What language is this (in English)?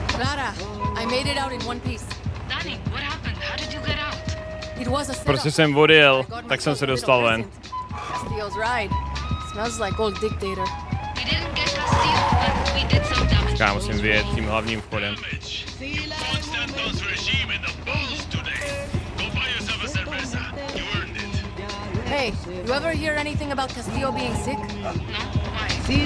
Czech